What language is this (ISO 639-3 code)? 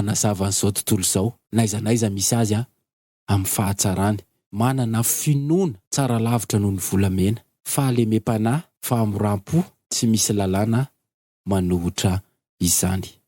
mlg